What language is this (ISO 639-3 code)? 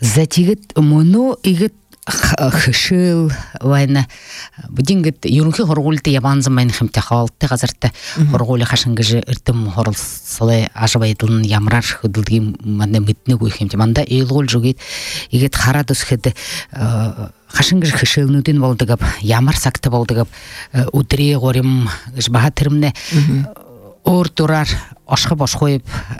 bua